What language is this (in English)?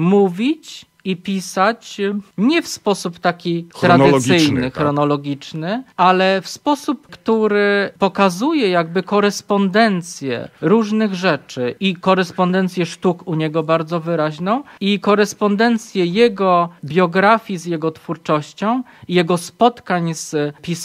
Polish